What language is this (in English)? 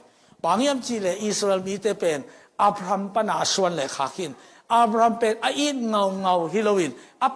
Tedim Chin